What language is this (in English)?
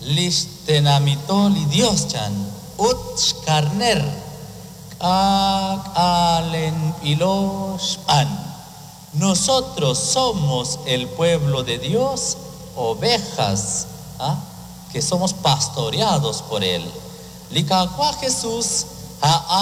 Kekchí